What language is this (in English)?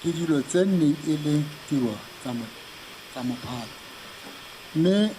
Tswana